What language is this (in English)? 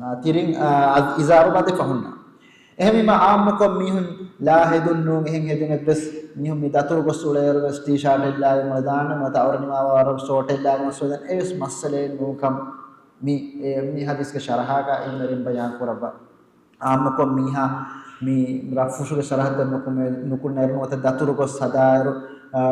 Divehi